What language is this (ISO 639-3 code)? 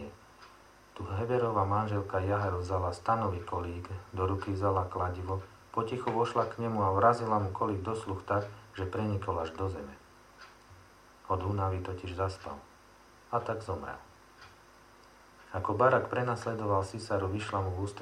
slk